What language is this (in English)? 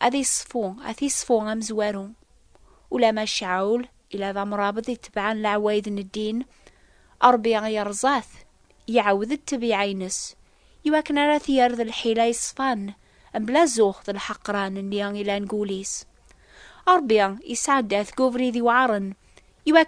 Kabyle